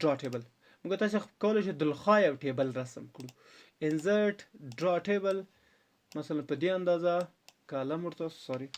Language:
Pashto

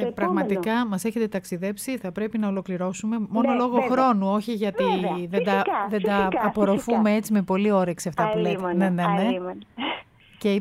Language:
Greek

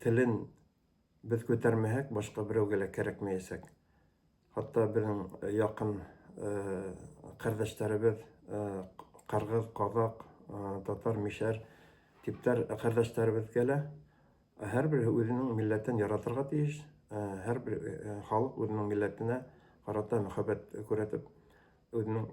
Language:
Bashkir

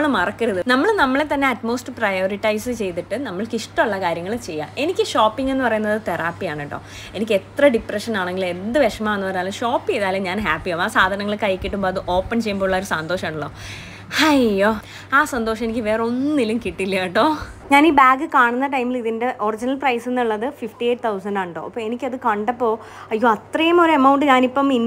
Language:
Malayalam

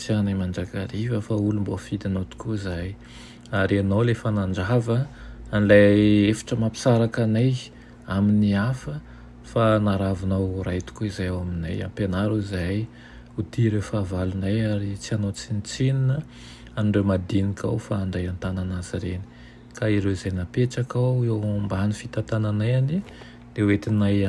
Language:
Malagasy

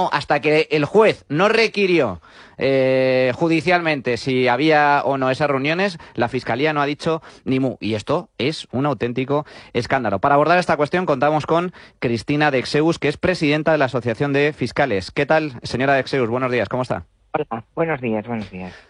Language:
Spanish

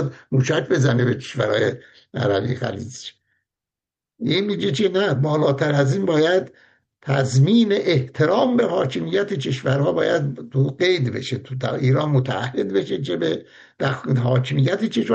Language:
Persian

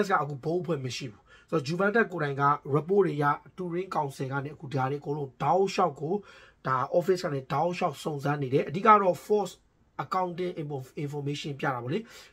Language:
Burmese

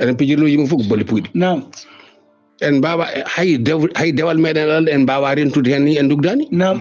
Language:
Fula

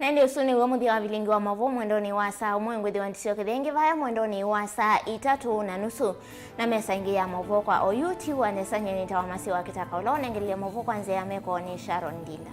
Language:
Kamba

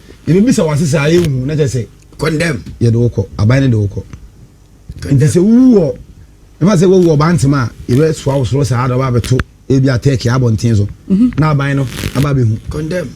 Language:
Akan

